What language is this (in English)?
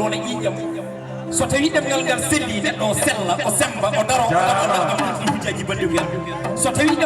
Fula